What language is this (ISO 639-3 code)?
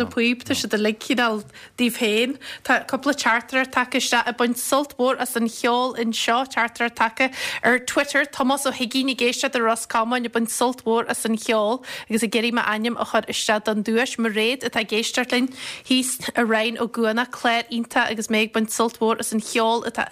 gle